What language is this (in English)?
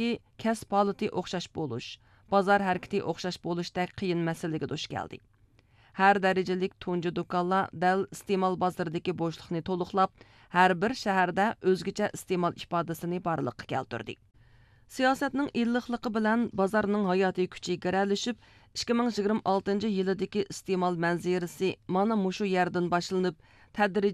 Uyghur